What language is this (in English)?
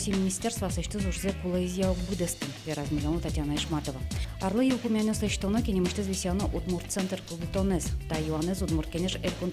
Udmurt